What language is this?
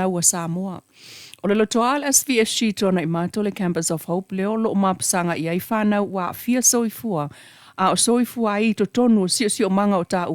Samoan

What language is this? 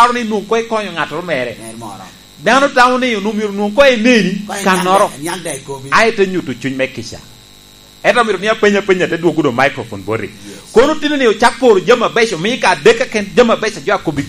Lango (Uganda)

